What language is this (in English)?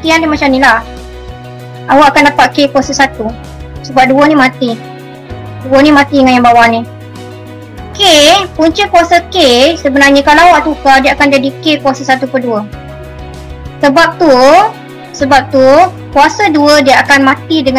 Malay